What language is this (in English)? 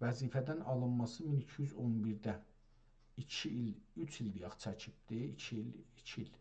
South Azerbaijani